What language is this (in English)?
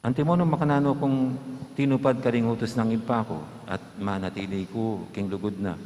Pampanga